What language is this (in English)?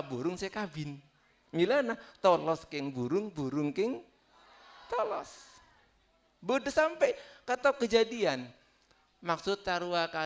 Madurese